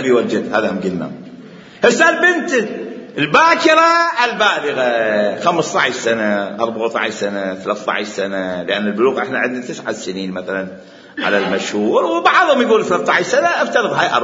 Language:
Mesopotamian Arabic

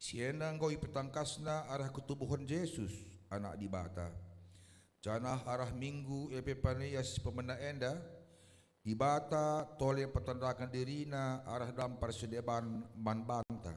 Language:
Batak Karo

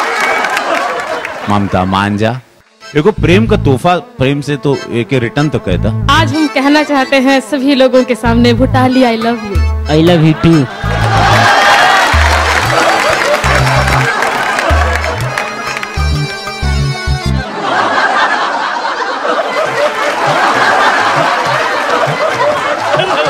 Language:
Bhojpuri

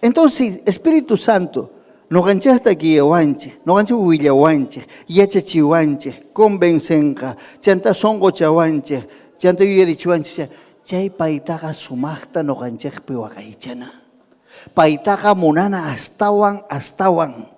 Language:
Ayacucho Quechua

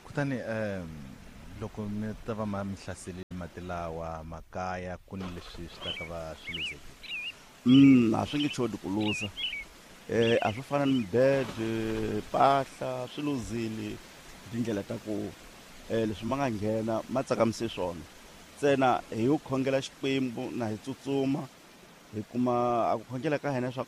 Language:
Tsonga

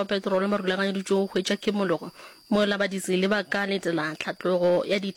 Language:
Northern Sotho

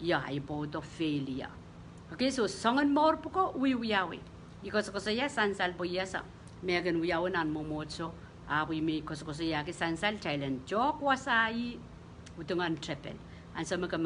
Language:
Pohnpeian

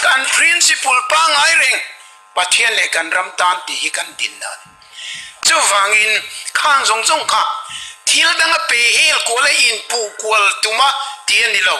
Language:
Mizo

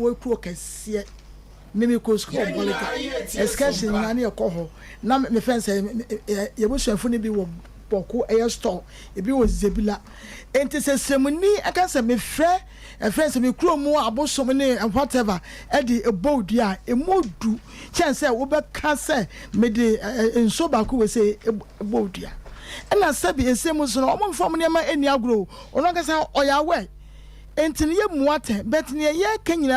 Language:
Akan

